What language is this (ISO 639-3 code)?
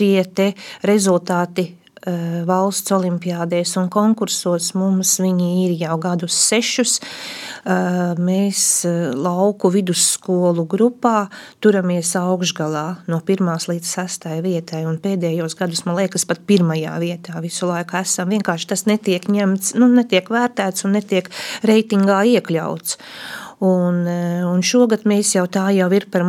lav